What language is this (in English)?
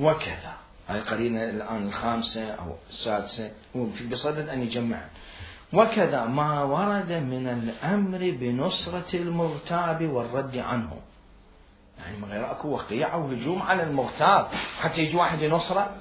Mesopotamian Arabic